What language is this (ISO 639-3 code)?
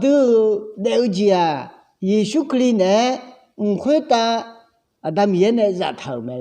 ahk